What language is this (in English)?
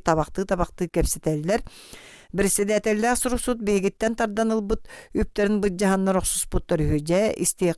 Yakut